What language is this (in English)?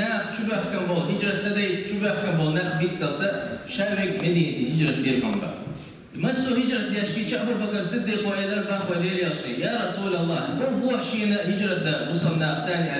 Chechen